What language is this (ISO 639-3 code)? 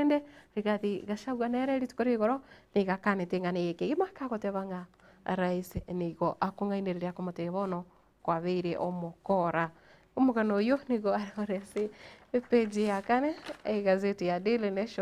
guz